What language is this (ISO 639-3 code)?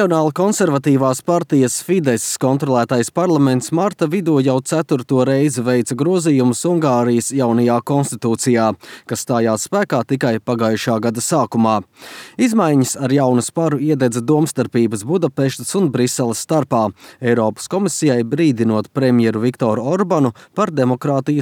lav